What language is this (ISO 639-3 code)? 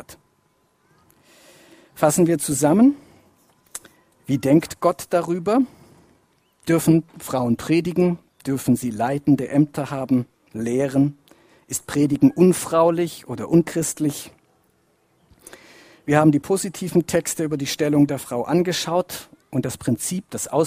deu